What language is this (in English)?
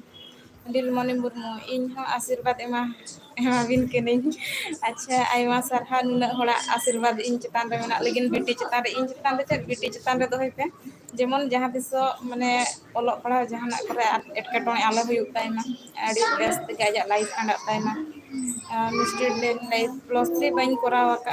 Santali